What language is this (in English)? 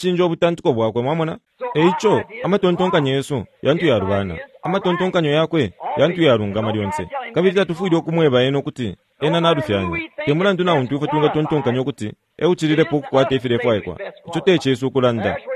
Bemba